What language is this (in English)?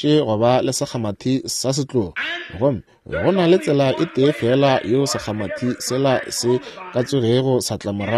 Northern Sotho